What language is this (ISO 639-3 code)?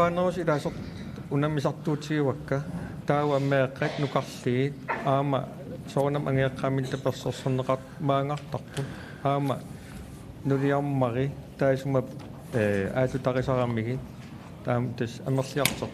kal